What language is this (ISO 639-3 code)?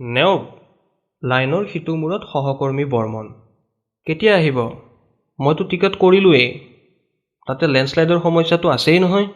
asm